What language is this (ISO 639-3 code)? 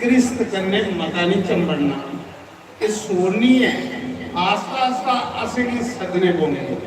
doi